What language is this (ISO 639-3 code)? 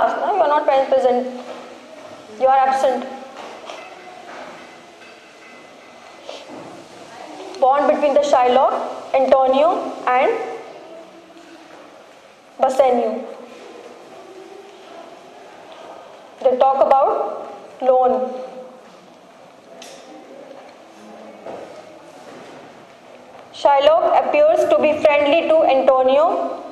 eng